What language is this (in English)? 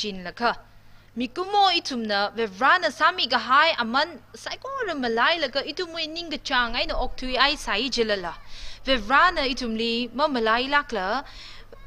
Tangkhul Naga (India)